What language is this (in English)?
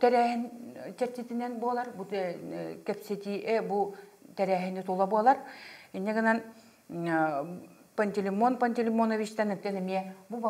Yakut